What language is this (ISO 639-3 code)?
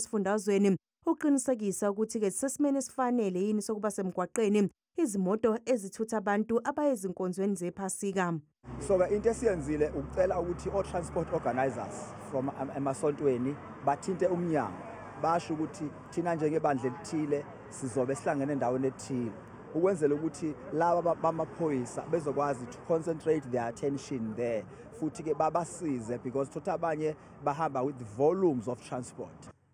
zul